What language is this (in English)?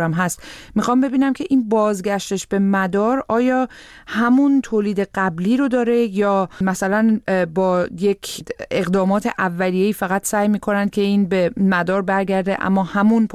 Persian